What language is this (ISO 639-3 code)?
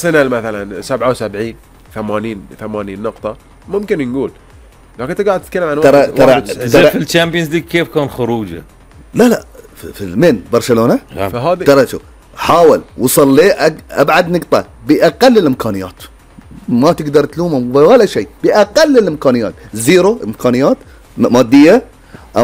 afb